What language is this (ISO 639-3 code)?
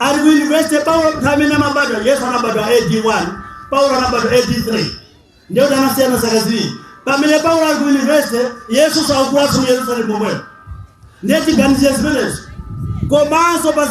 nya